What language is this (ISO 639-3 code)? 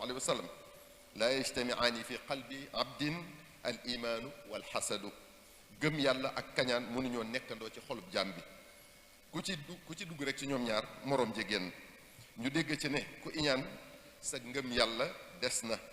wol